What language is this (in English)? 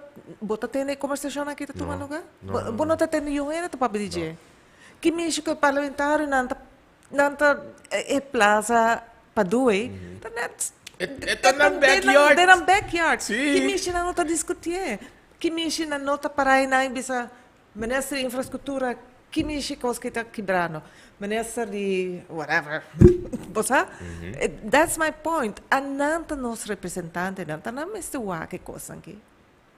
Papiamento